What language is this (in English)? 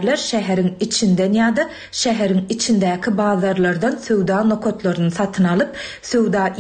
Turkmen